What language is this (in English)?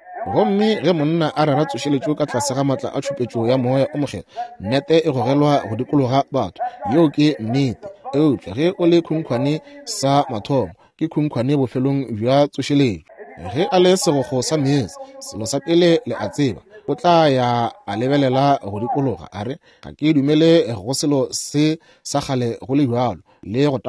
Northern Sotho